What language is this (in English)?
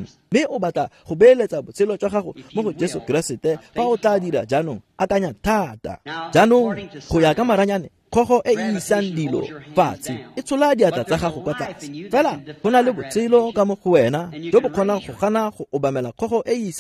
Tswana